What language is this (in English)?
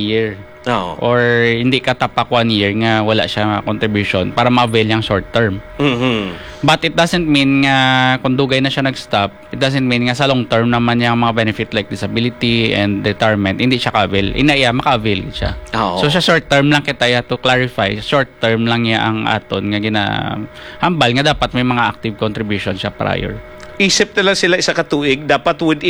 Hiligaynon